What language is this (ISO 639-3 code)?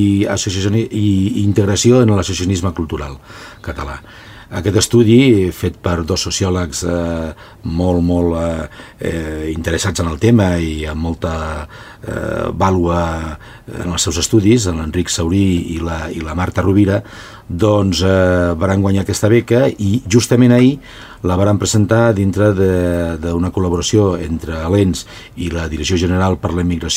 cat